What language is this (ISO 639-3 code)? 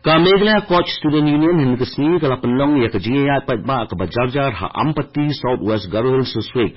kha